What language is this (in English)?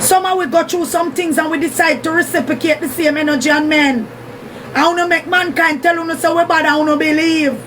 Jamaican Creole English